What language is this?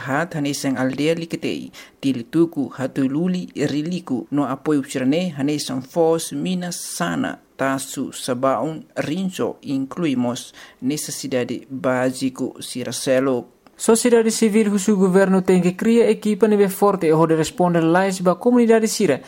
Tetum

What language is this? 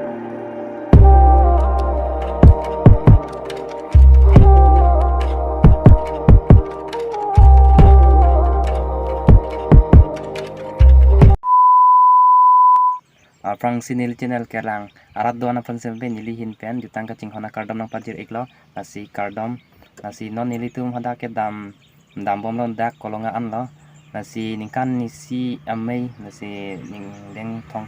Karbi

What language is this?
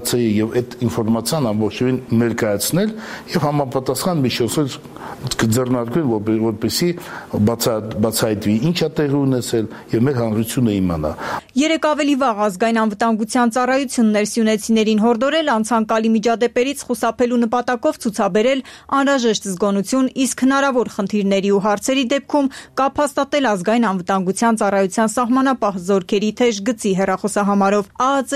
Armenian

